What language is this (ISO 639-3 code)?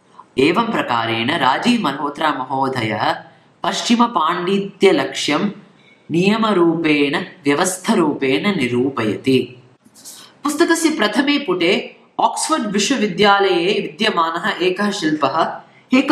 san